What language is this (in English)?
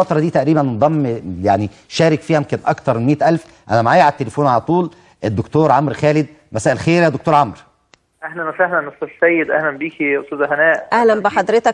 Egyptian Arabic